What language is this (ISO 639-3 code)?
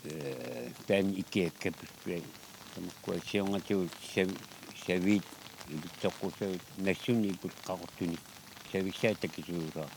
kal